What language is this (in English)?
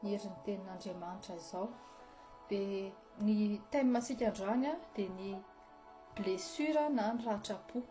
Malagasy